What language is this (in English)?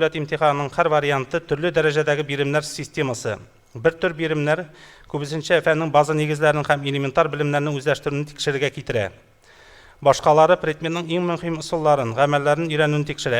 Tatar